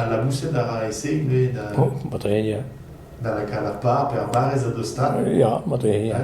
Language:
Breton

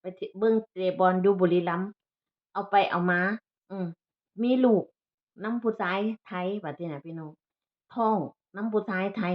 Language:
Northeastern Thai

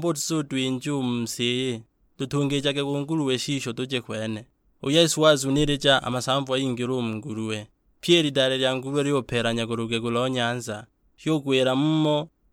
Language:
Sukuma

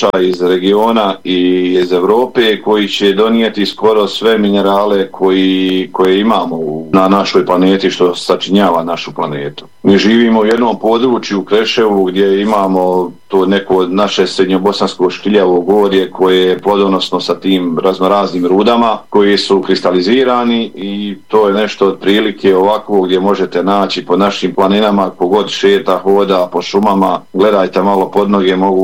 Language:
Bosnian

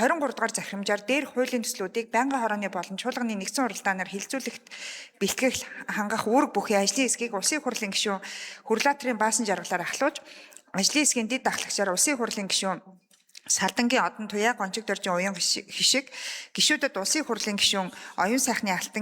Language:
Mongolian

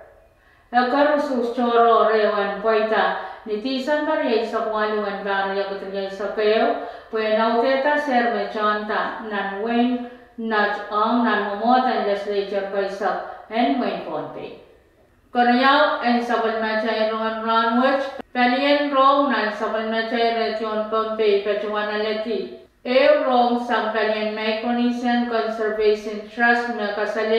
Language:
Pohnpeian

